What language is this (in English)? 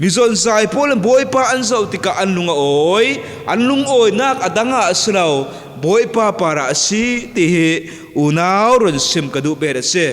Falam Chin